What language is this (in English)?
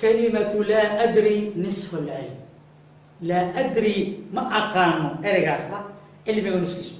Somali